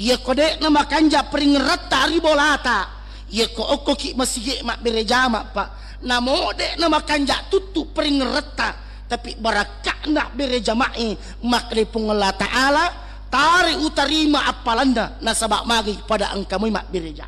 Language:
Buginese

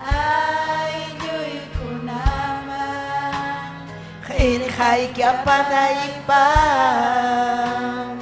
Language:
Ayacucho Quechua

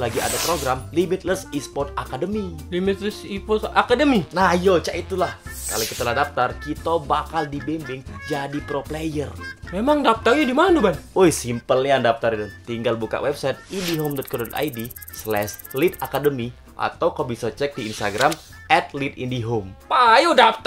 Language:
Musi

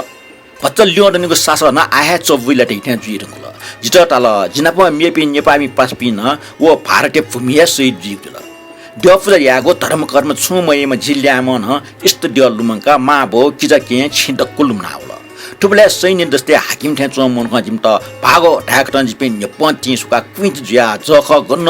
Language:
Newari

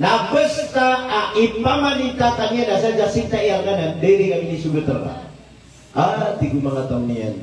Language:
Maranao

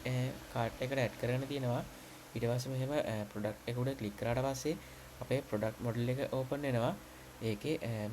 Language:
Sinhala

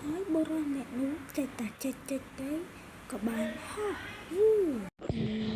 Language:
Khmer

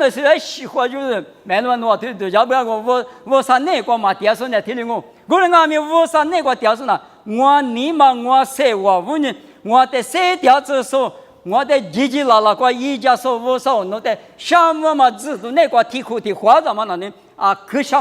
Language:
Lisu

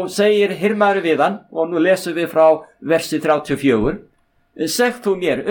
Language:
Icelandic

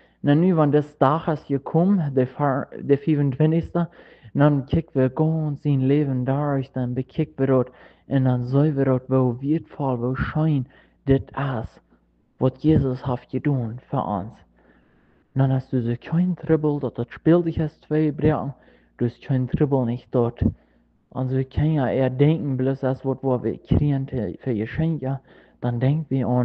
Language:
Plautdietsch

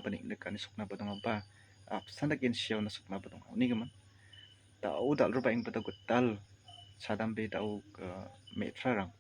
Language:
Garo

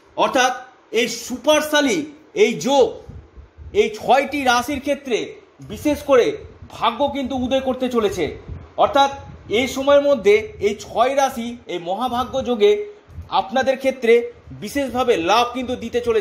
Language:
Bangla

